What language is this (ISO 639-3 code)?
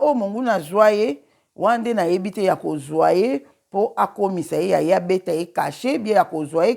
lin